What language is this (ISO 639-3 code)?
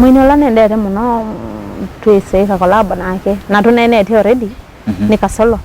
kam